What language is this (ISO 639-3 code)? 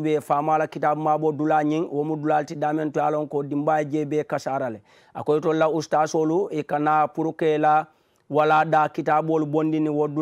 man